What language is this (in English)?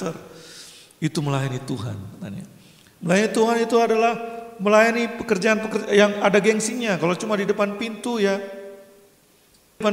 Indonesian